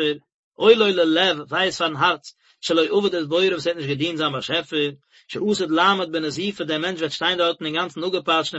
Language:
Yiddish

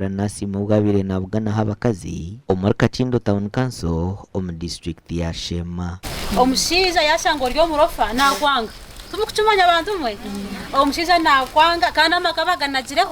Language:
Nyankole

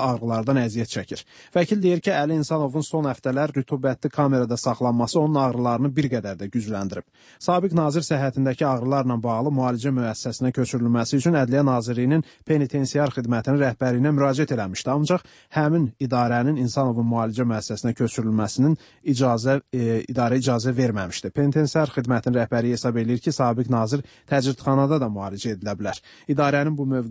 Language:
Azerbaijani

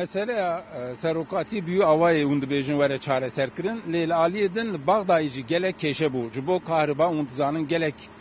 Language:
Kurdish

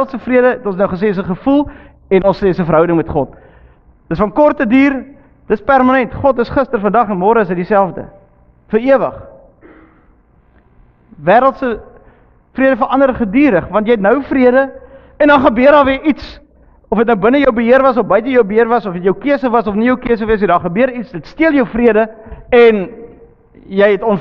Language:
Afrikaans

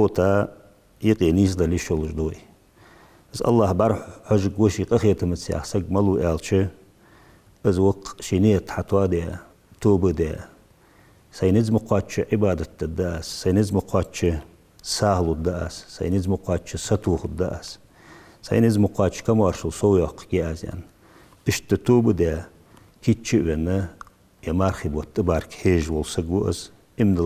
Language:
Ingush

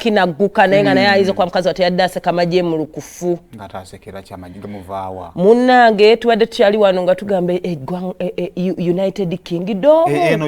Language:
Ganda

